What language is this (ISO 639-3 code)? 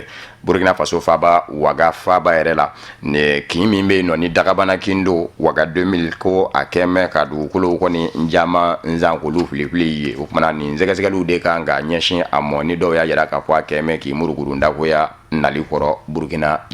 bam